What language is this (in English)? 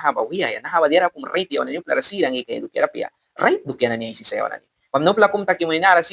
Mískito